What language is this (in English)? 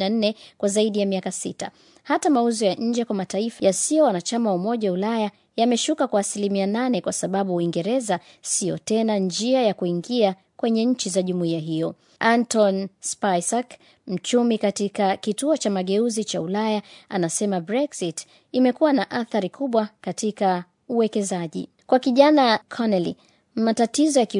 Swahili